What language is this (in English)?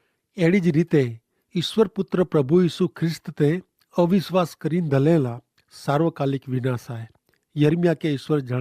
Kachhi